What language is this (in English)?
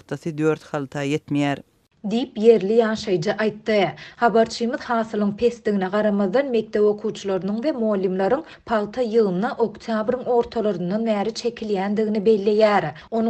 Turkmen